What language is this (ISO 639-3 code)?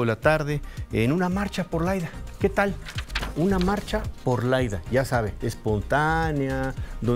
spa